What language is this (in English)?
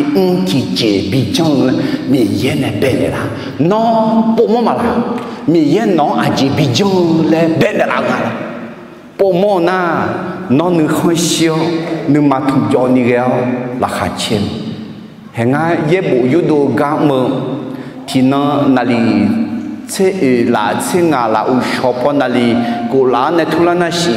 Akha